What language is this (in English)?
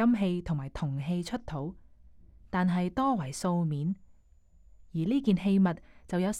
Cantonese